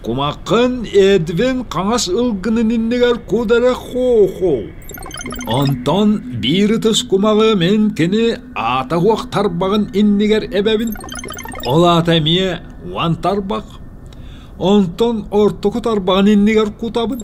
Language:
Yakut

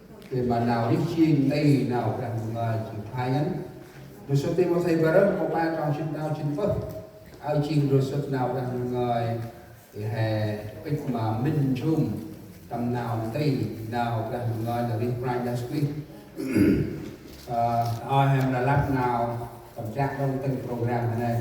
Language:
Central Mnong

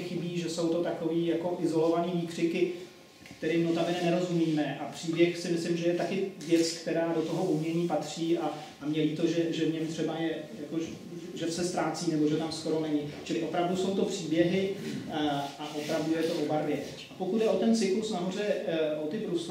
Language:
Czech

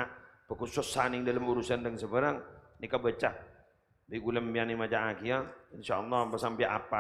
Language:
Madurese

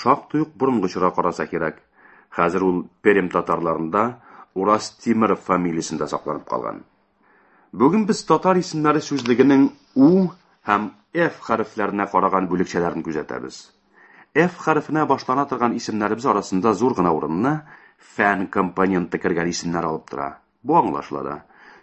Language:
Tatar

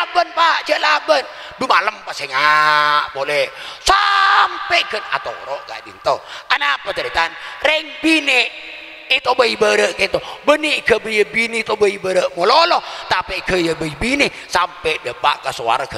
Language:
Madurese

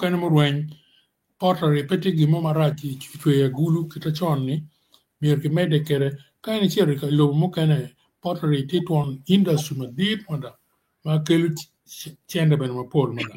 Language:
Acoli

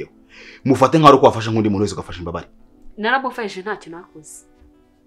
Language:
Kinyarwanda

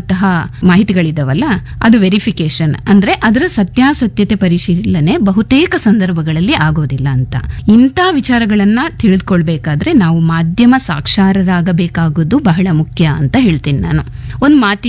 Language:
Kannada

